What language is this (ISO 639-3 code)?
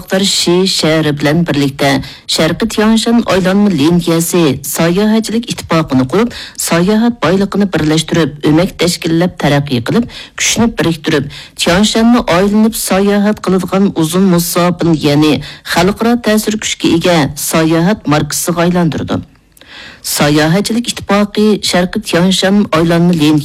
uig